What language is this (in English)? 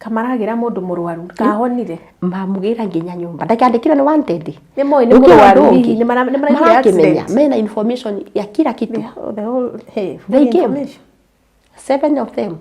Kikuyu